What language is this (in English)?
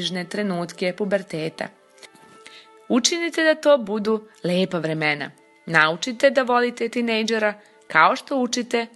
Serbian